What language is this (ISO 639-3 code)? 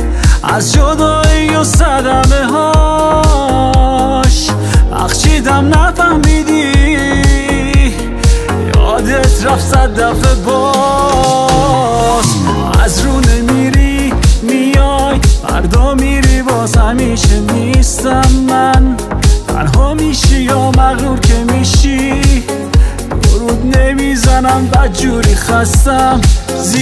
fas